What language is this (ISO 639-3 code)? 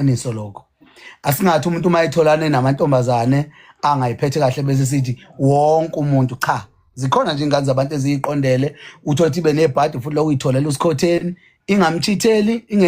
zul